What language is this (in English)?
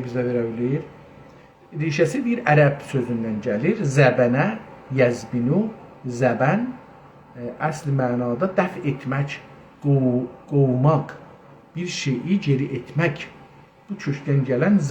South Azerbaijani